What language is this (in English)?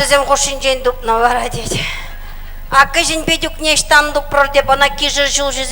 Chuvash